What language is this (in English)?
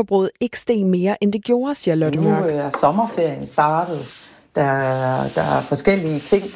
Danish